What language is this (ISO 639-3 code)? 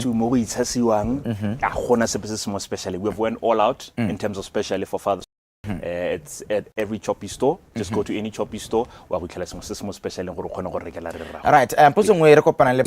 tsn